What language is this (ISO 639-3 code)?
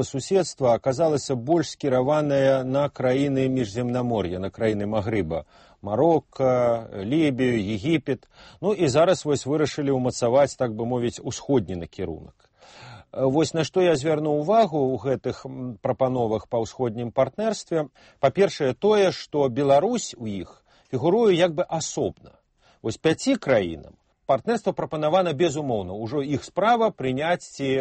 bel